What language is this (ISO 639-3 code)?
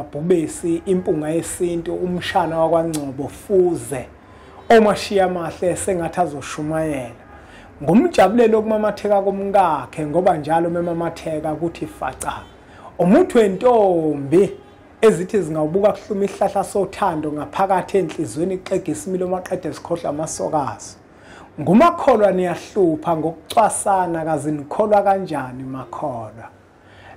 zul